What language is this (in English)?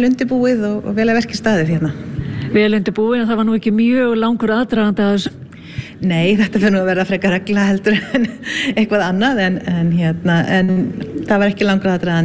Icelandic